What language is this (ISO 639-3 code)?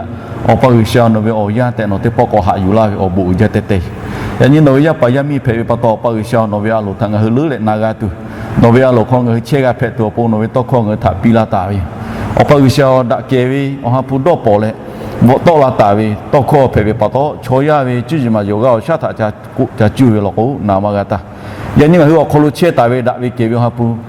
lhu